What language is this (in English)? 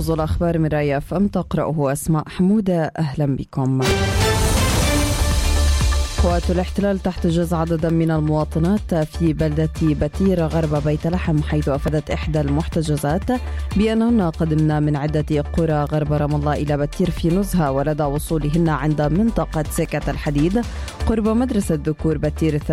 Arabic